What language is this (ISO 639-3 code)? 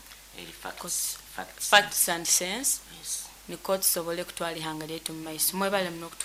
nyo